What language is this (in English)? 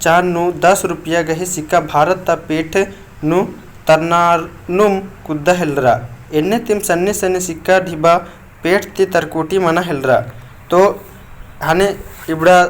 Kurukh